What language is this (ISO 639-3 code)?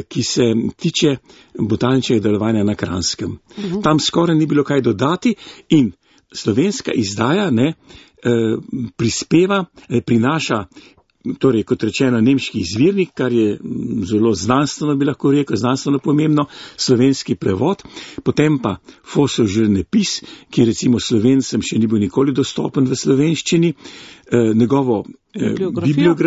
slv